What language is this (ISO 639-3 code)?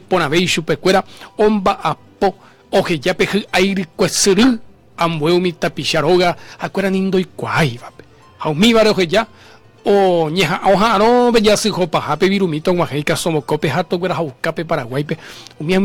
grn